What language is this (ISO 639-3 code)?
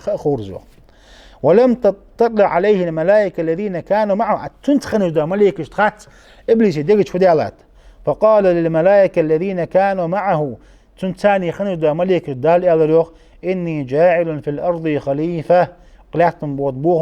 inh